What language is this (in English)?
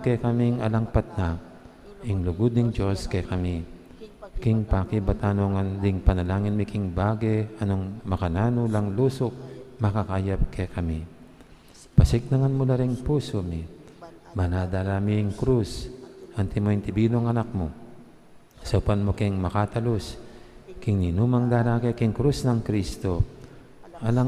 Pampanga